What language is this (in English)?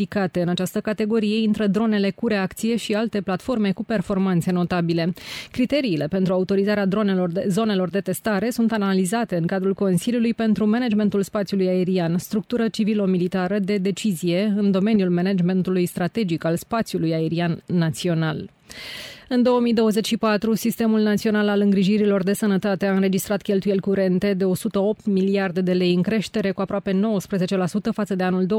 Romanian